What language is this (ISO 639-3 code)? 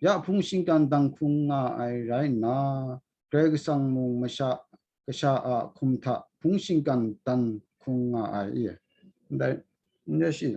kac